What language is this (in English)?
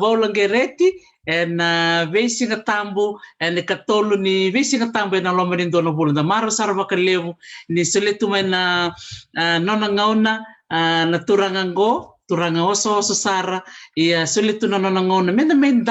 Fijian